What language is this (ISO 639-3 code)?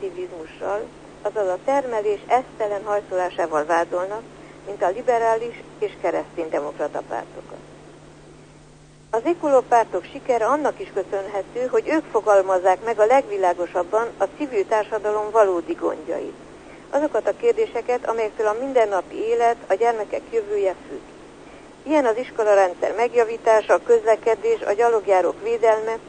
hun